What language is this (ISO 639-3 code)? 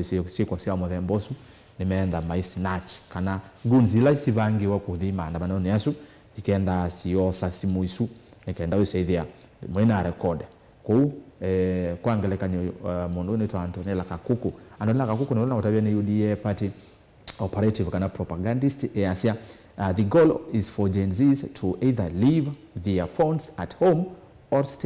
kam